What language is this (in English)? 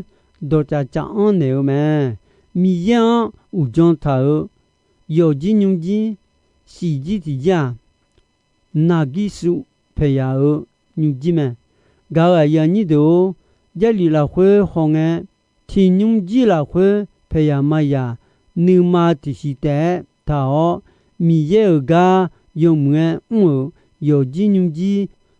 Akha